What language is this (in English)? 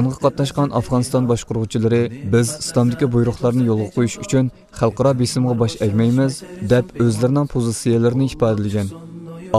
Uyghur